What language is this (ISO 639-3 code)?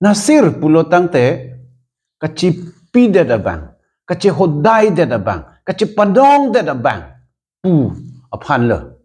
mjw